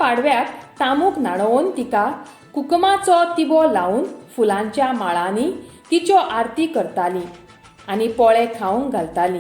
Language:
Konkani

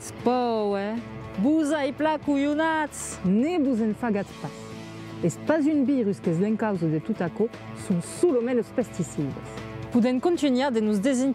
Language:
Occitan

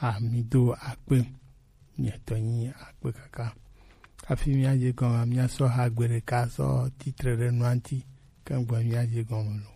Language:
Gen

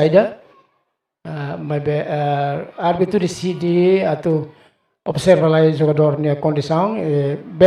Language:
Tetum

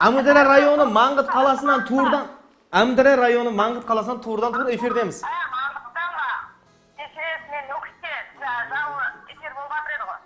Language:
Kara-Kalpak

